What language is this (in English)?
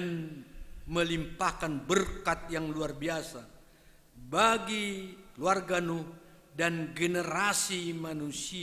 Batak Simalungun